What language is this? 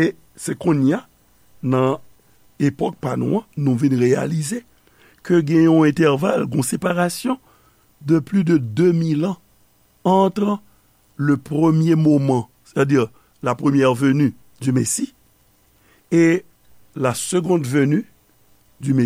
Haitian Creole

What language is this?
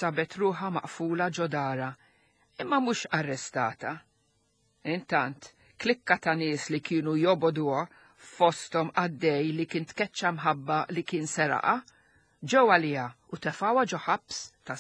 Maltese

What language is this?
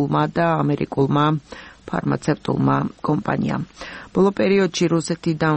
Georgian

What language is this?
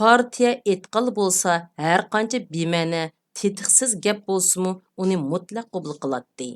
Uyghur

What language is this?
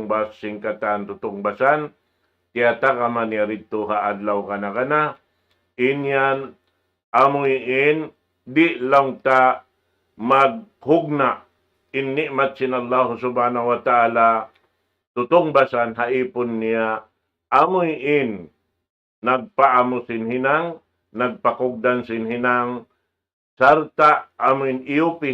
Tausug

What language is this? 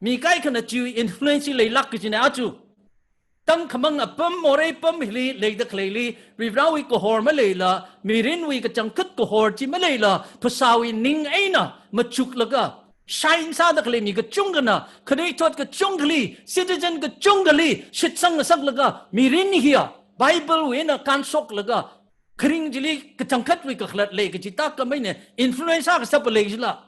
Tangkhul Naga (India)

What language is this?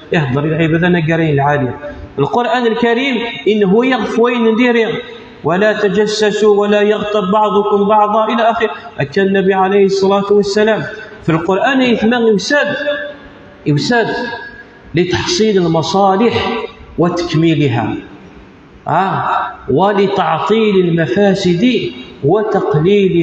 Kabyle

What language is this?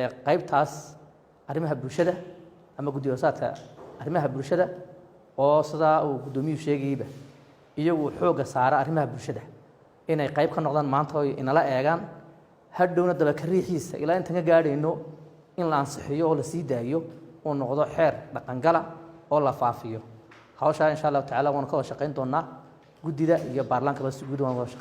Somali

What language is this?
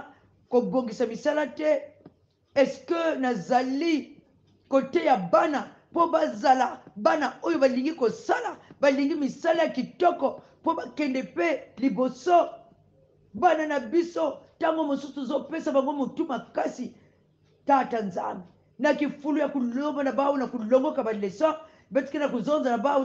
Kongo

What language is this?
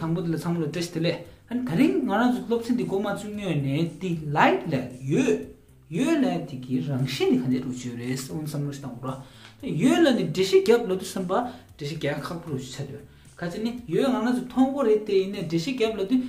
Tibetan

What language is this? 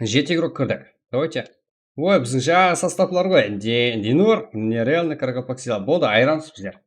Kara-Kalpak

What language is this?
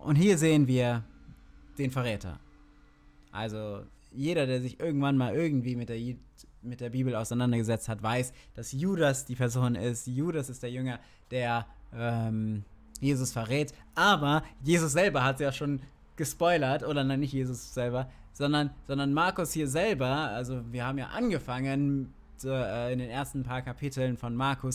German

